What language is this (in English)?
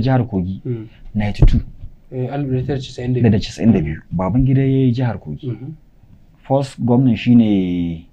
Hausa